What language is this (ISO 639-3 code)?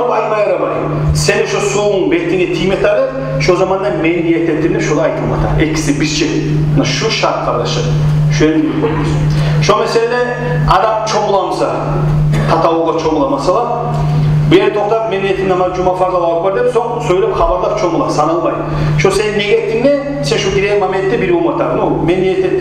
kum